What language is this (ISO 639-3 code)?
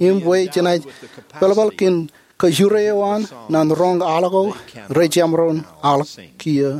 mah